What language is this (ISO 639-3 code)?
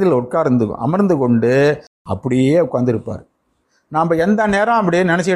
tam